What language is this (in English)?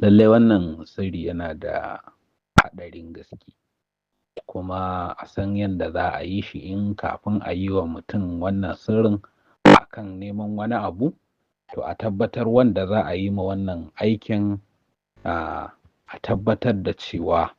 Hausa